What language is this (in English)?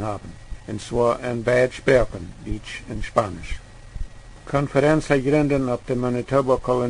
Plautdietsch